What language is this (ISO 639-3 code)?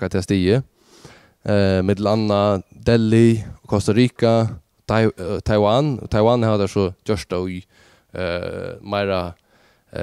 fao